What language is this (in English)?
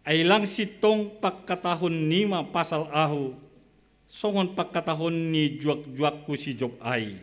Batak Simalungun